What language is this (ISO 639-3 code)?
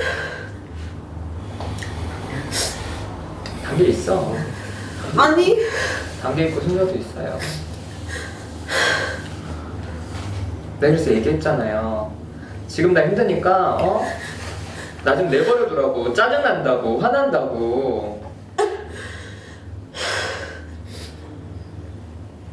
kor